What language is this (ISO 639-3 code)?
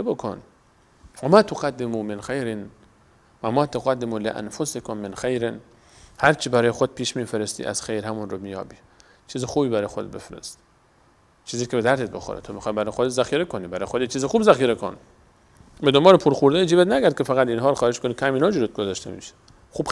fas